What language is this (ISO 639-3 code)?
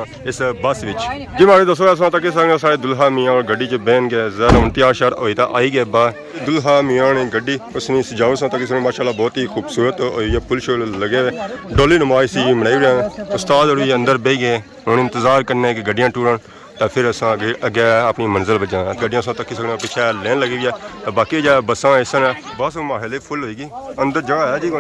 phr